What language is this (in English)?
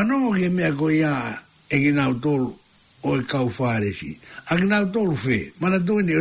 Tongan